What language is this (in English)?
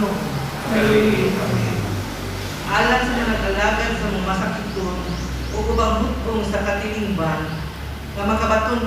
Cebuano